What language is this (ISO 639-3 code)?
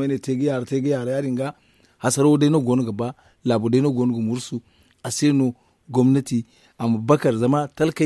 dje